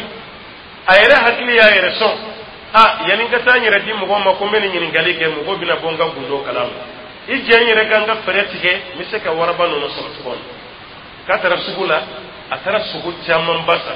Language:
Dyula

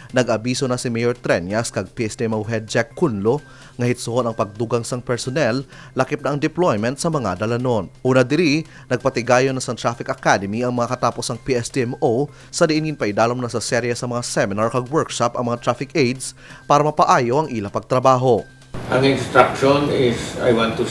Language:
Hiligaynon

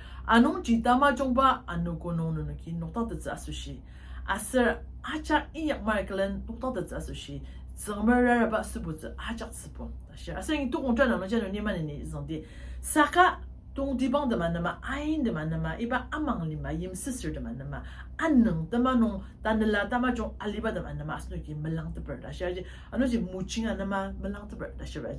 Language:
Ao Naga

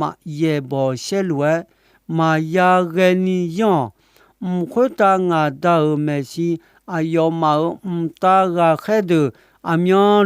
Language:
Akha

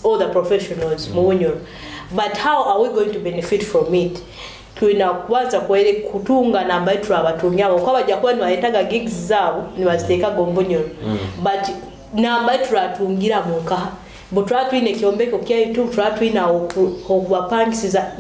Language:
Nyoro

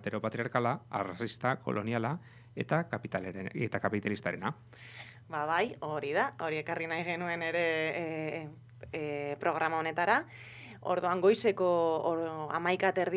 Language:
Basque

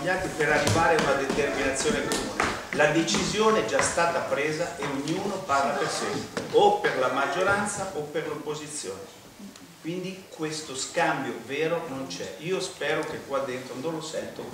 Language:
Italian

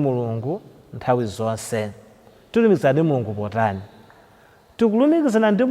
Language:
Nyanja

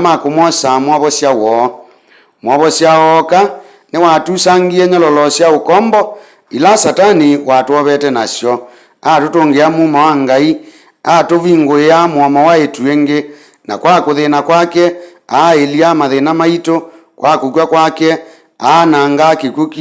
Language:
Kamba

